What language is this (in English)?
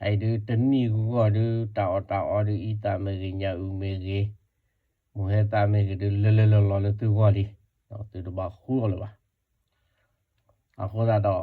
S'gaw Karen